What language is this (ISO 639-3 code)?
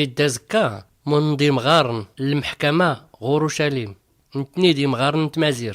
shi